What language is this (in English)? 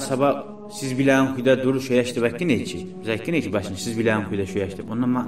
Kumyk